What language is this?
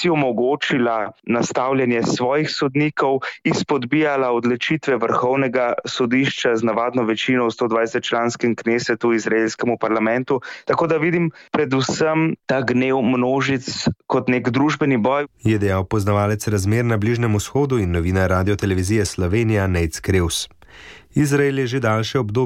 Slovenian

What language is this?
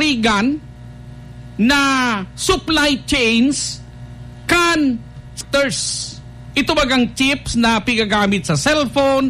Bikol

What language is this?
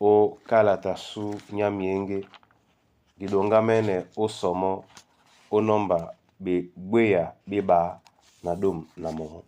Duala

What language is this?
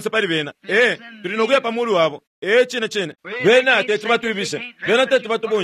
Bemba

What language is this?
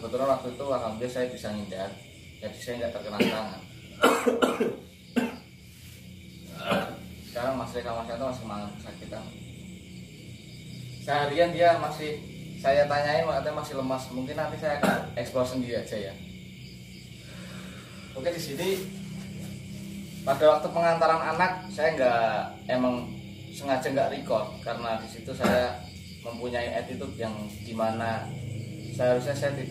Indonesian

